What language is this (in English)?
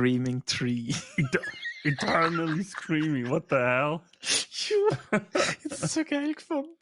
Swiss German